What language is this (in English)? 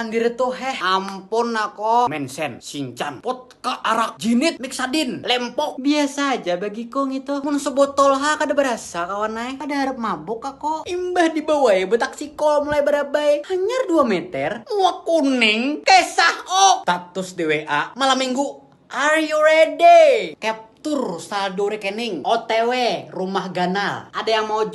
Banjar